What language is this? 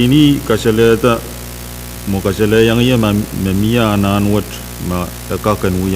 Pohnpeian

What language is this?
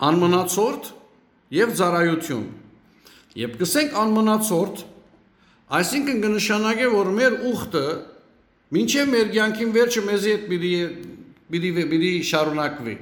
Western Armenian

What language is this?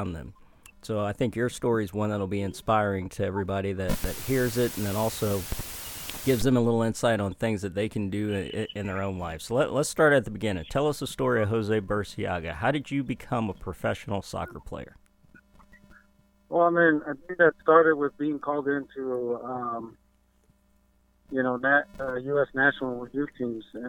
English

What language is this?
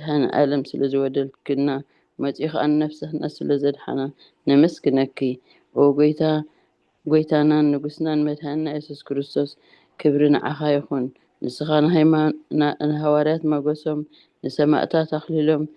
Tigrinya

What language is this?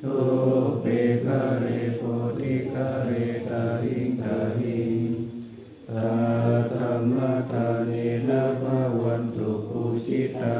Pali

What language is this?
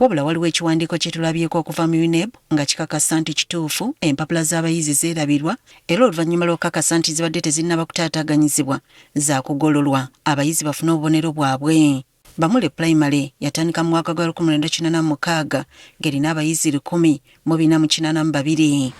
Ganda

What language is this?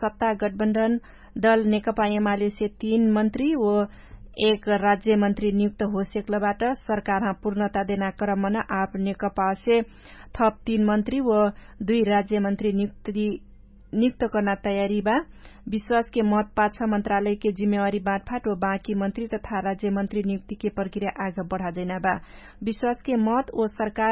Dangaura Tharu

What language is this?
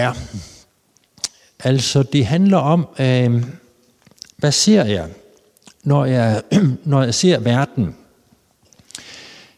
Danish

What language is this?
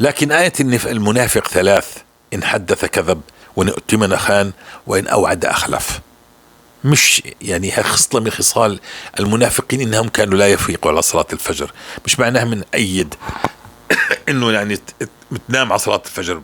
North Levantine Arabic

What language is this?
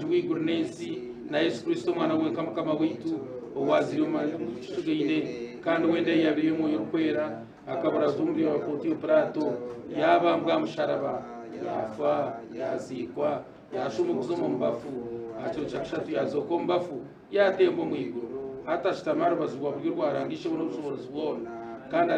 Nyankole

